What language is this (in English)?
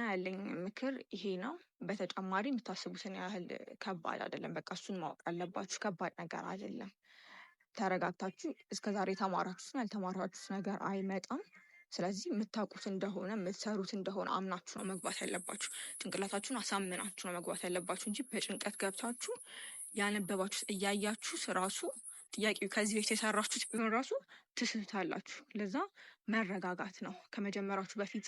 Amharic